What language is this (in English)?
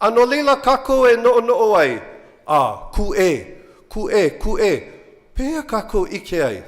Hawaiian